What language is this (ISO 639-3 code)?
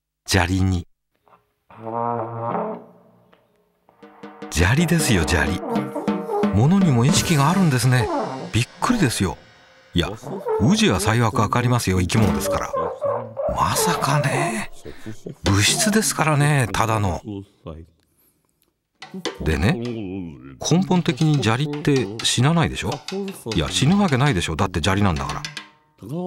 jpn